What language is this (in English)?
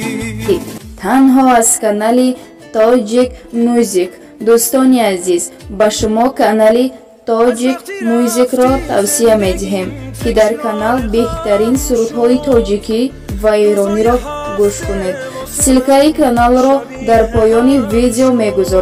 Persian